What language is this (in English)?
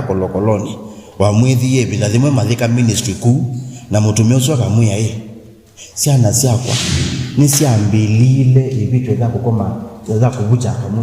Kamba